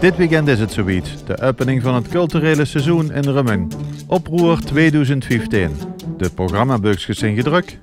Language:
Limburgish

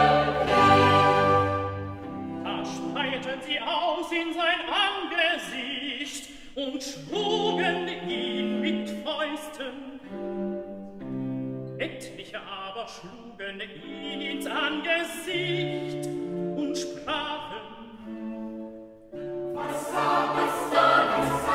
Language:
German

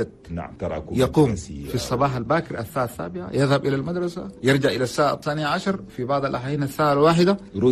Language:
Chadian Arabic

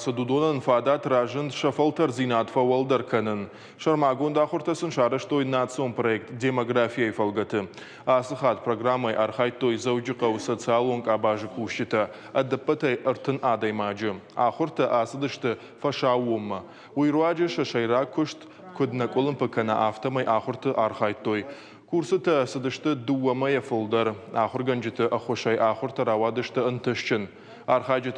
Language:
Ossetic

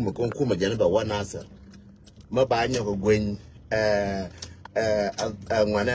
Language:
Nuer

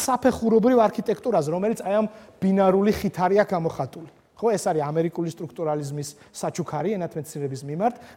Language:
Georgian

